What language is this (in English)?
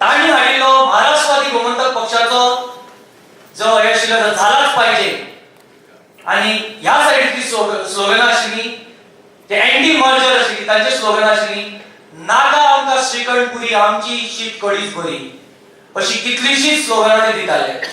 Konkani